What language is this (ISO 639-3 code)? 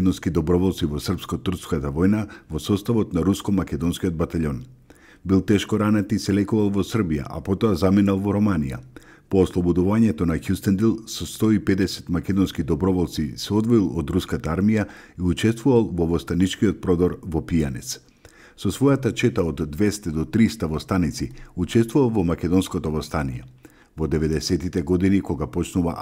mkd